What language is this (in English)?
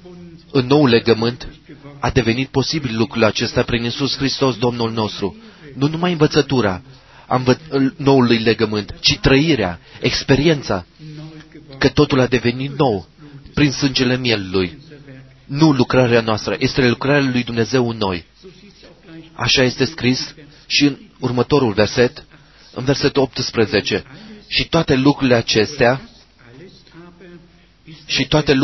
Romanian